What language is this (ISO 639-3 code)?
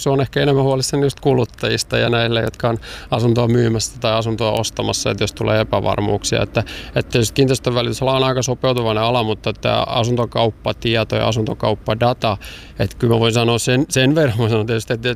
fin